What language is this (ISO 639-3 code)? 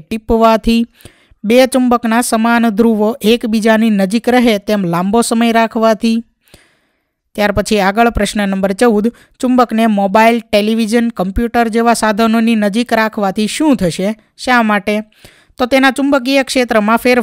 guj